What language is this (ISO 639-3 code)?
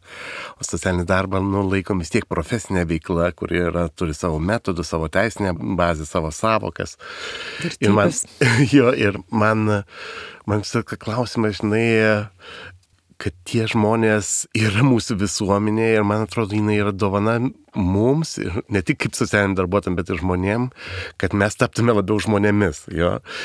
lit